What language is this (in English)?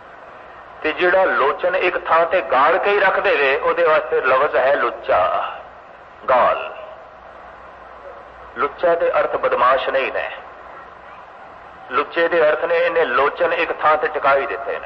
Punjabi